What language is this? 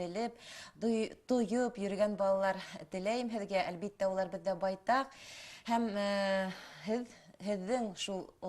Bashkir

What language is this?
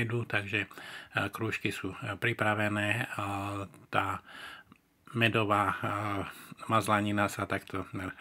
Slovak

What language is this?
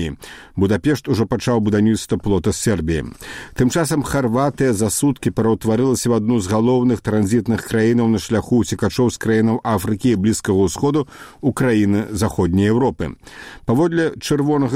Belarusian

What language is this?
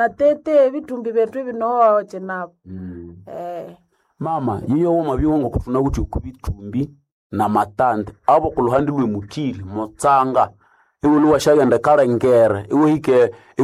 Nande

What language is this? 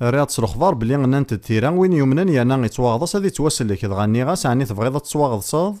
Kabyle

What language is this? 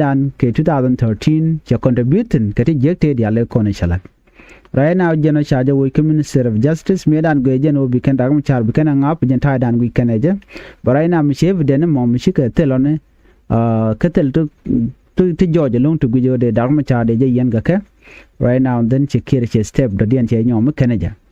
Nuer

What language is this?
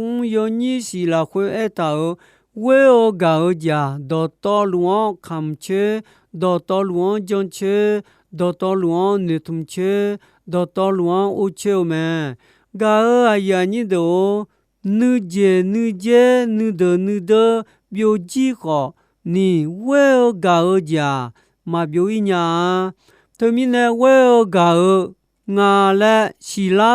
Akha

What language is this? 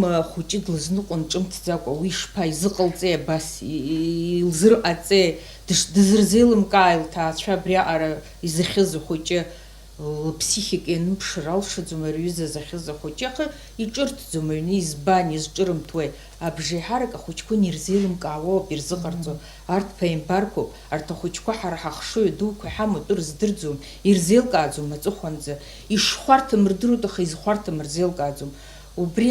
Abkhazian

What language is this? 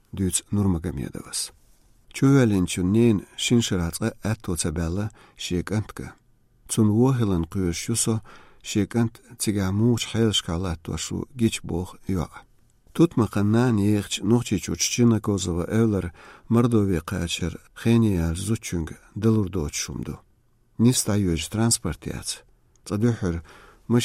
Chechen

